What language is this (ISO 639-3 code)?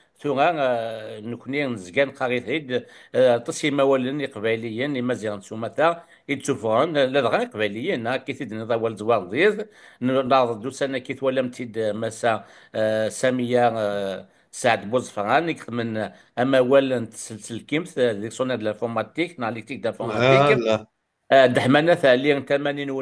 kab